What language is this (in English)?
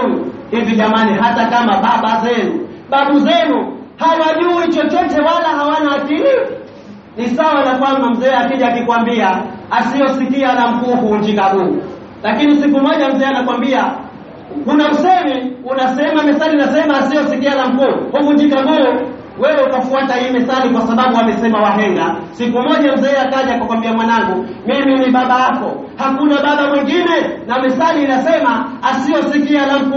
Swahili